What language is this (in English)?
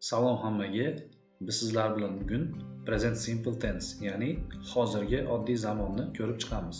Uzbek